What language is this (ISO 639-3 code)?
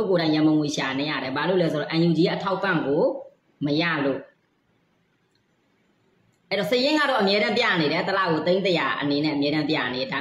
mya